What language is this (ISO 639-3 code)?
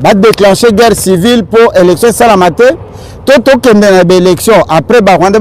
lin